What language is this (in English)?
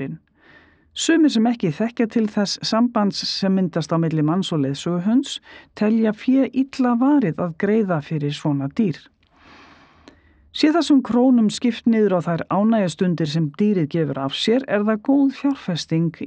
Icelandic